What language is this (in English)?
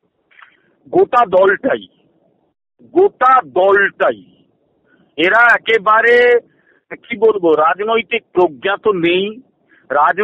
Bangla